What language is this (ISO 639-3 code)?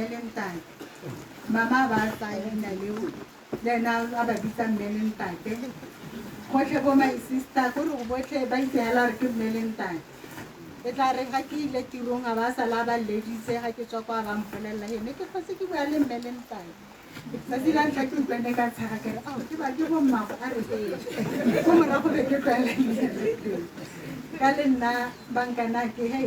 tsn